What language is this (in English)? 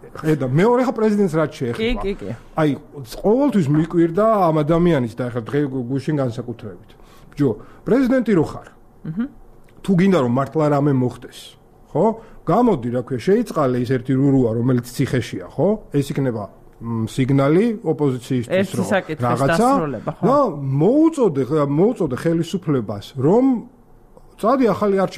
Georgian